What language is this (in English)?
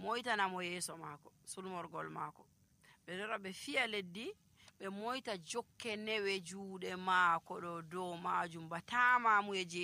Nigerian Fulfulde